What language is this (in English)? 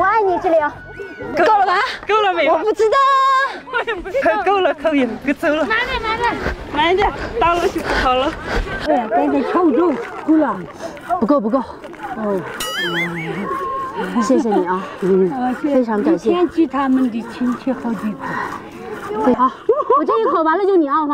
Chinese